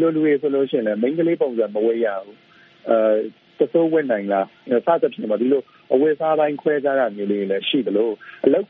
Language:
Burmese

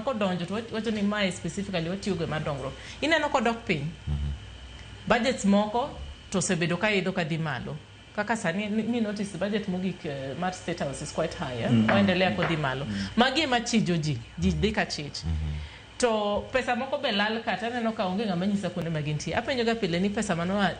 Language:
Luo (Kenya and Tanzania)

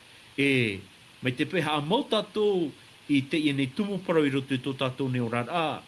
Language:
Tahitian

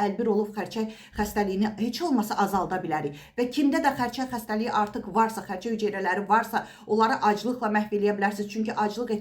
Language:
Azerbaijani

